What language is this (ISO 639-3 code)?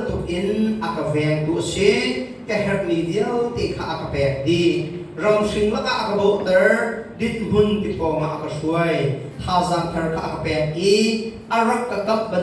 cnh